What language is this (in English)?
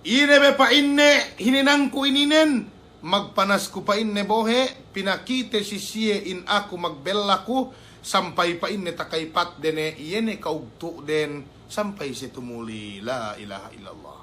Yakan